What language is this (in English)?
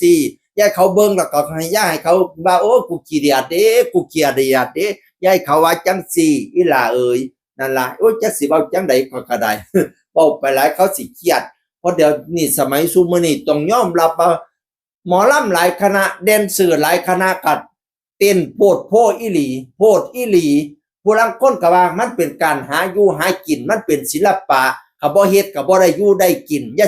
Northeastern Thai